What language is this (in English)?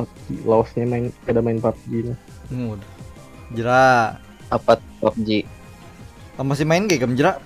Banjar